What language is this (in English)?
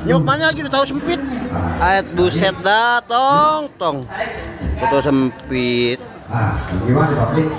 Betawi